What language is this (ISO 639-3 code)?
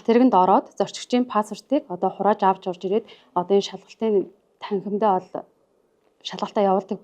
mon